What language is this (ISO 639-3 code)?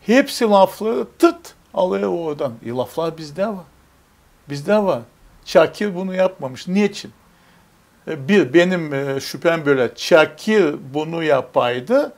gag